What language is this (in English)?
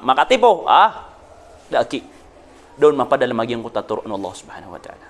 Maranao